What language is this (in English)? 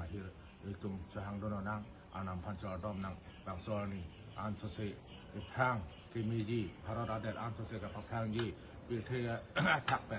Karbi